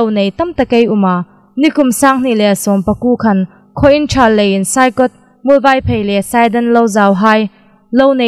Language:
Hmar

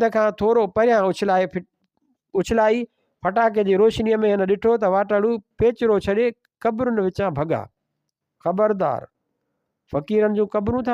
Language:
Sindhi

